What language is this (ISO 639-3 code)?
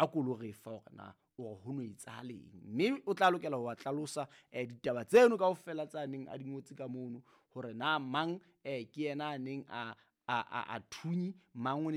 sot